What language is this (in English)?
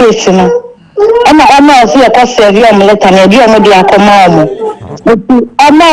Akan